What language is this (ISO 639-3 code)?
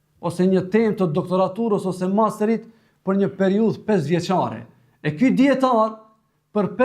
sqi